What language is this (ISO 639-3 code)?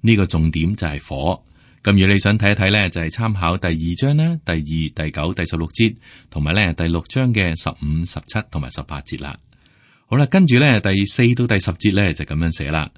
yue